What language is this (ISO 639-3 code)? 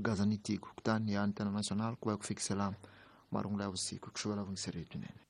tso